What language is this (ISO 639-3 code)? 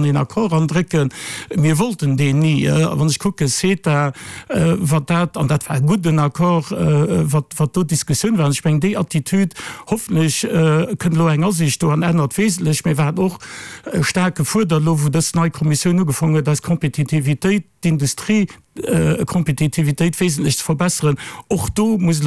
ltz